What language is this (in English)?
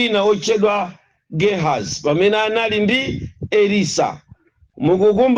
Nyanja